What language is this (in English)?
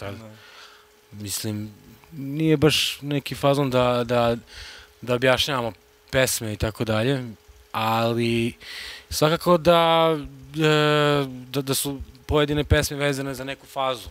Serbian